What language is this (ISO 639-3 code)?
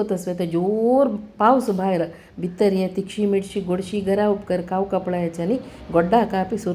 kok